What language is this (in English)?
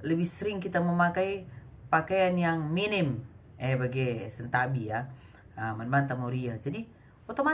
Batak Karo